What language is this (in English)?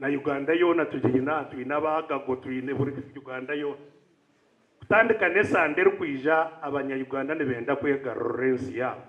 Nyankole